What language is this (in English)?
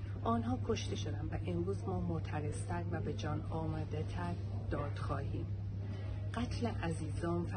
Persian